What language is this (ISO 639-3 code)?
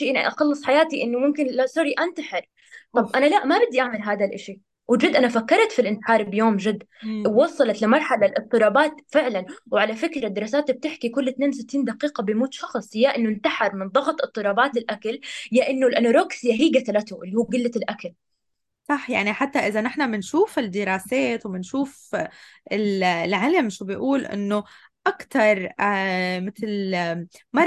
apc